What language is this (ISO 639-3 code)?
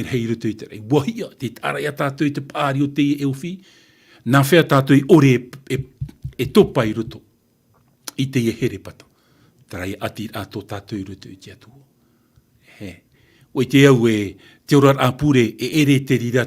tah